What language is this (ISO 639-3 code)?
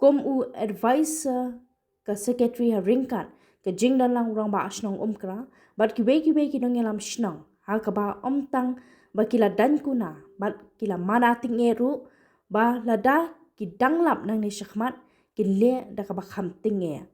kha